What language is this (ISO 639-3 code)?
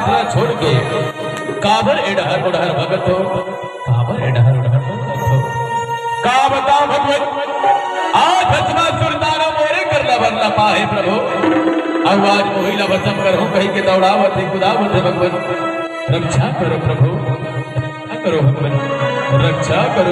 hne